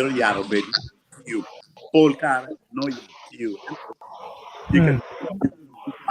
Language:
Acoli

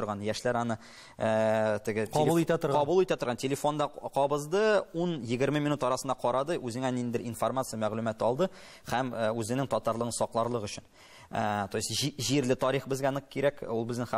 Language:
Tatar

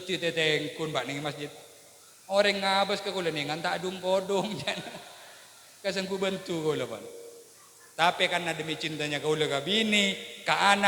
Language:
Madurese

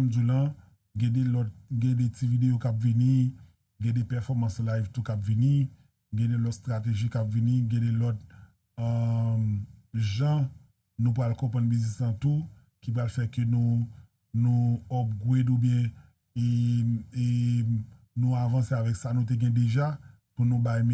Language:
Haitian Creole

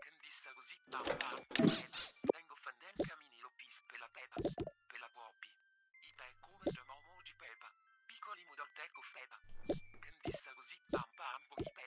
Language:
Italian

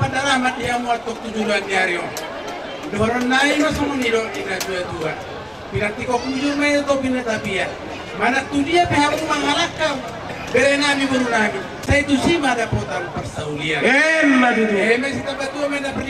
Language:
Batak Toba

